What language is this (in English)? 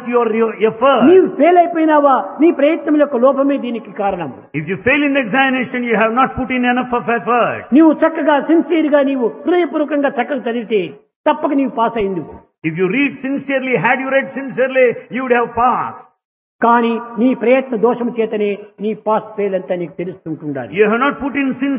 Telugu